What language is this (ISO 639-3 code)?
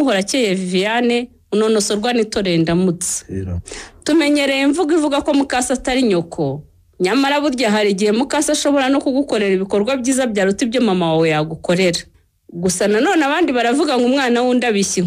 kin